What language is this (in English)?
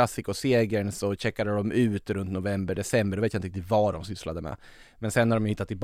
Swedish